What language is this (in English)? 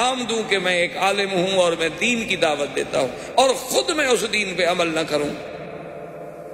Urdu